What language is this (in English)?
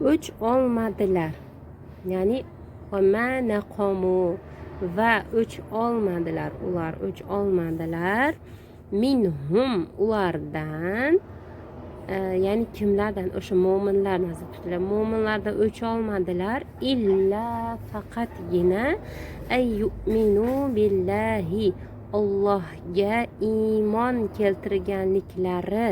Uzbek